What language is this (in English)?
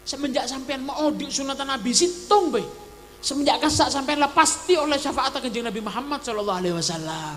Madurese